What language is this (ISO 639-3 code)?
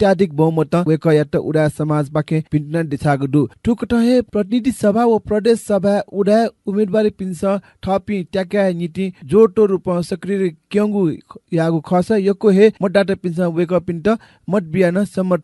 new